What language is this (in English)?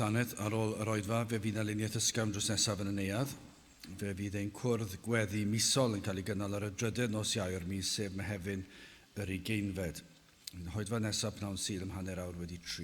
Welsh